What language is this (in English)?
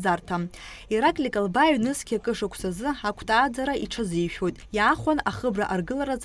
Abkhazian